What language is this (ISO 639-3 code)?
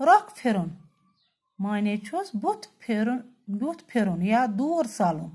kas